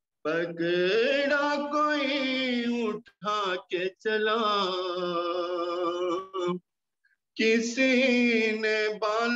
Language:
Hindi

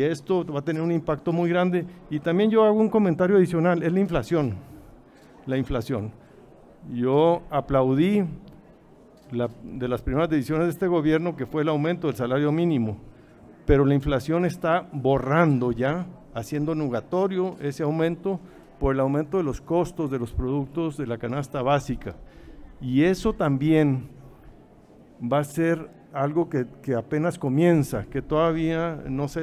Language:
Spanish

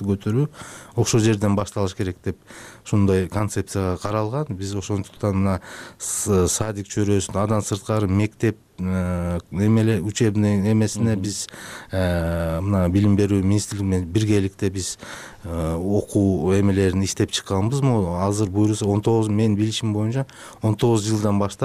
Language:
Kyrgyz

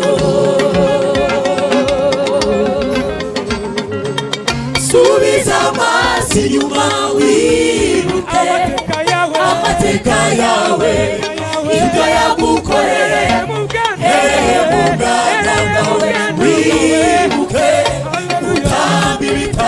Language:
Kinyarwanda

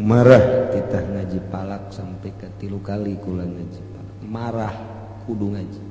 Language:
Sundanese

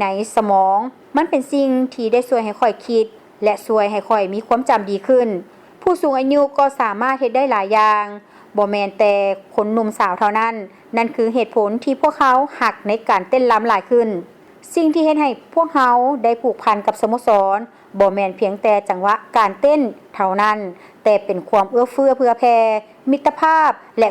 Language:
Lao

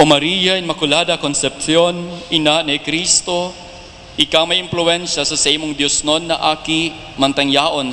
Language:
Bikol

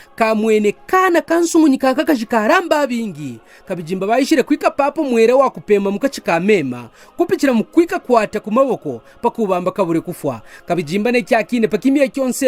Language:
Kaonde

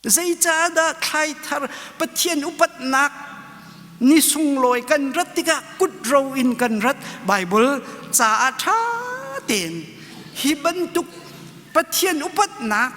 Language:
Hakha Chin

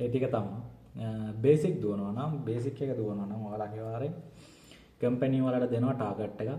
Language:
Sinhala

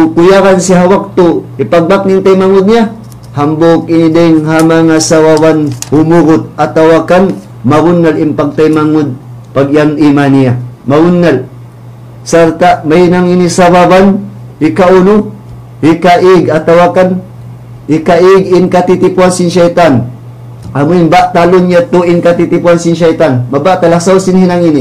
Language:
Tausug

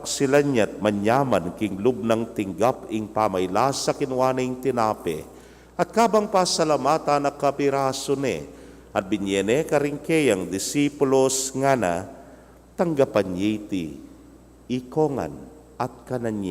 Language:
Pampanga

